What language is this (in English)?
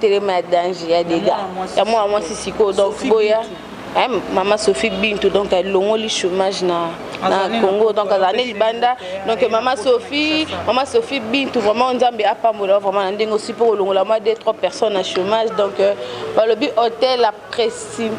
Lingala